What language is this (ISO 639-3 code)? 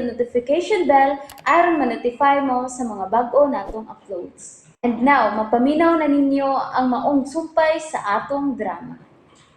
ceb